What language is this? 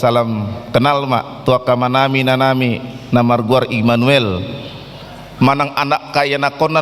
Batak Toba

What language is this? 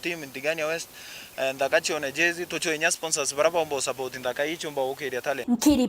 Meru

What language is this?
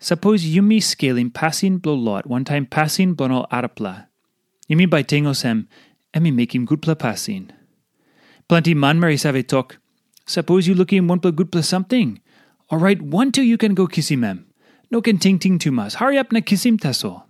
Tok Pisin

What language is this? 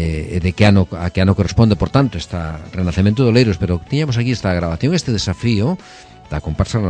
Galician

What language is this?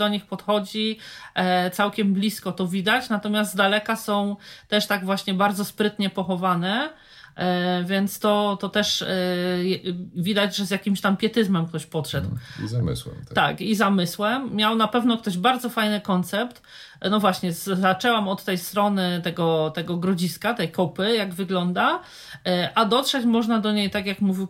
Polish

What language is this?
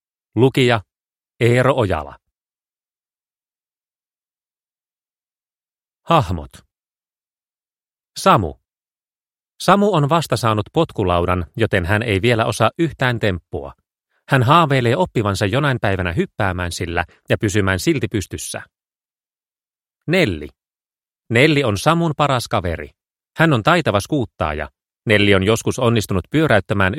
Finnish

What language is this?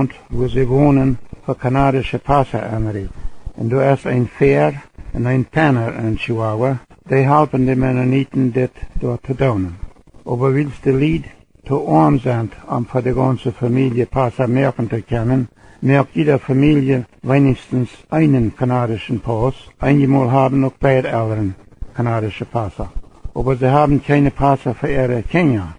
Plautdietsch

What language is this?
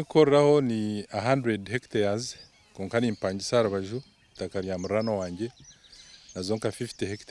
Nyankole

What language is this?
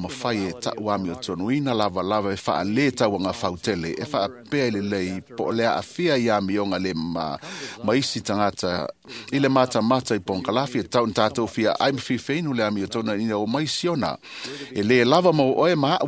Samoan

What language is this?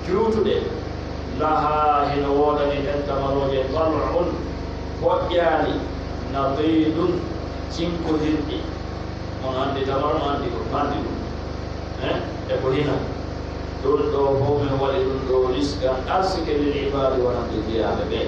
Pular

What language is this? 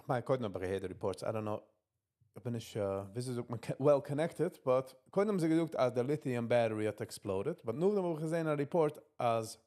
Yiddish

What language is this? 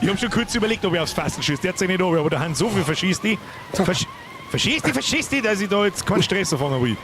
Bavarian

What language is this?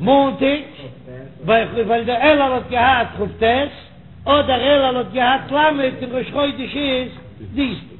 Yiddish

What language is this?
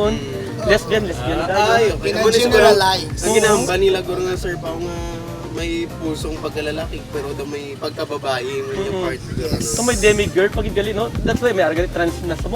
Hiligaynon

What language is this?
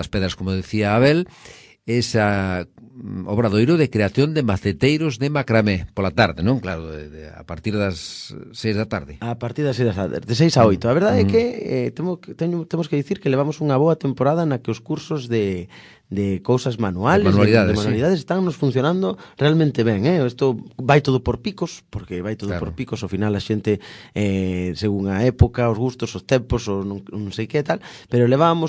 Galician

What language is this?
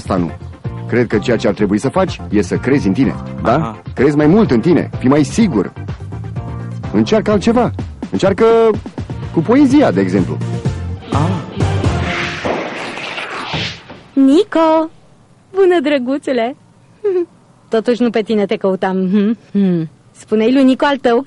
Romanian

